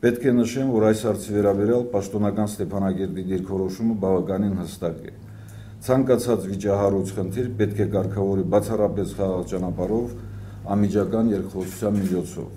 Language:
Armenian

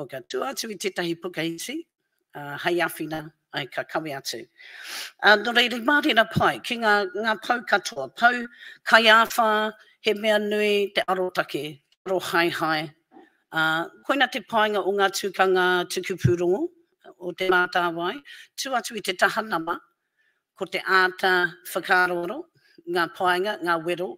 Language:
Māori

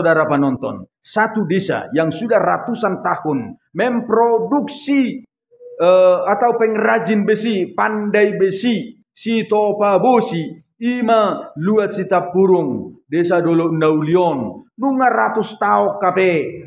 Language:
Batak Toba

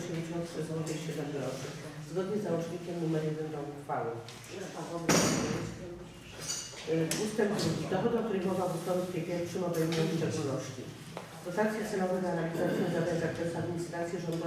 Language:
Polish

